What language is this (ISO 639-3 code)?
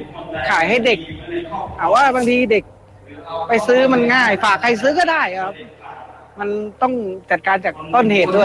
tha